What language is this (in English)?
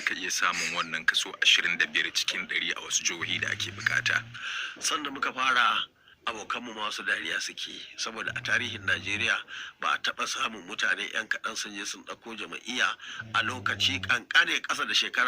Hausa